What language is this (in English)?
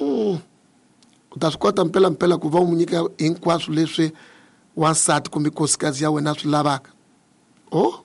Tsonga